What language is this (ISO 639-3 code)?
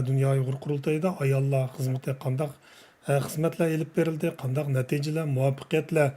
uig